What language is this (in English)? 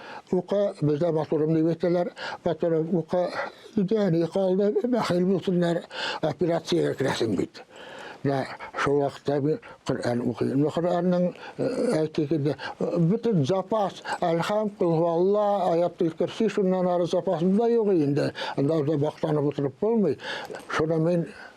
Tatar